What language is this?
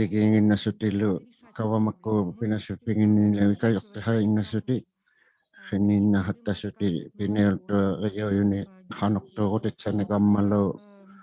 Inuktitut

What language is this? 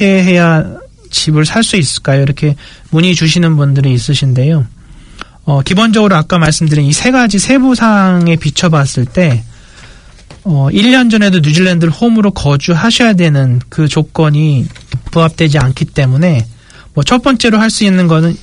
Korean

